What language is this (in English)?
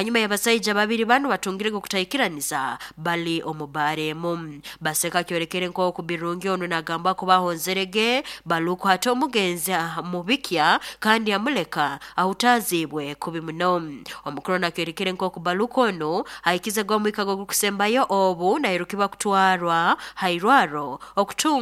Nyoro